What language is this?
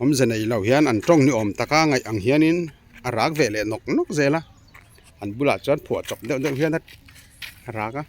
Mizo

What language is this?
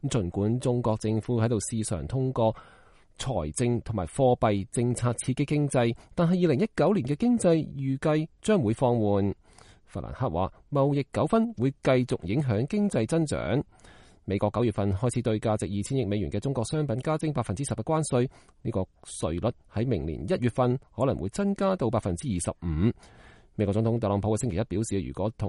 Cantonese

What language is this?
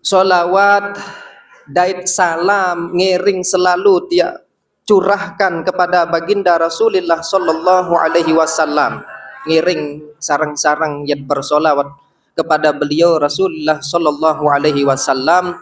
Sasak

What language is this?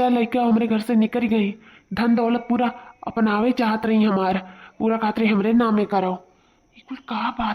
Awadhi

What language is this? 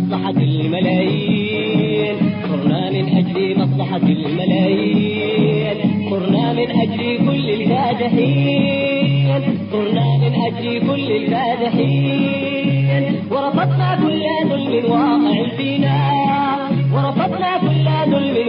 Tigre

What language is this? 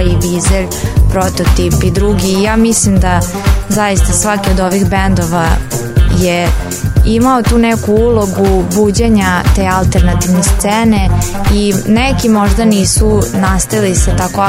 Serbian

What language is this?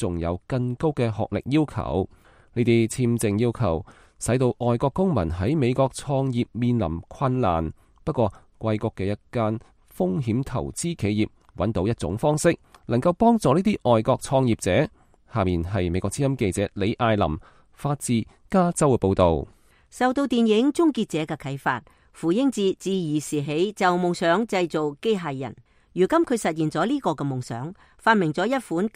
Cantonese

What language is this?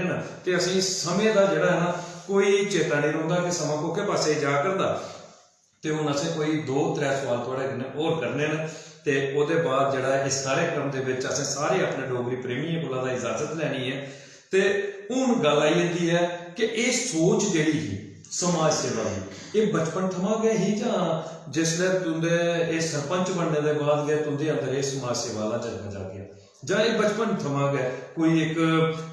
Dogri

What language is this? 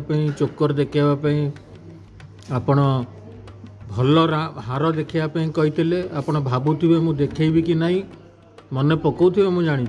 Odia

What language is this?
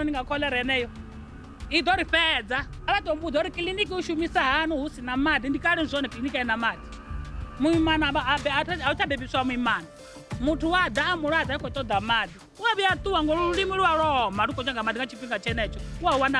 Venda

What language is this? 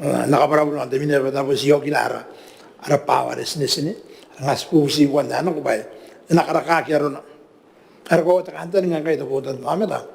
Gilbertese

